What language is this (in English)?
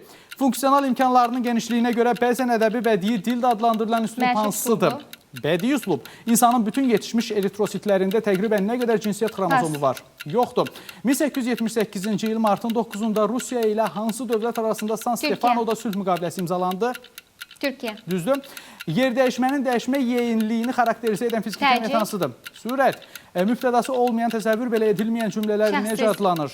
Azerbaijani